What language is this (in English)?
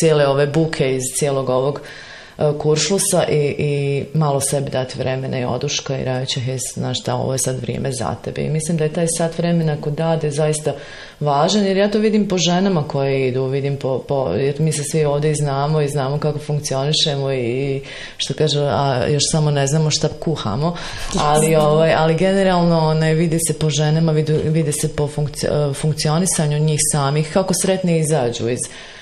Bosnian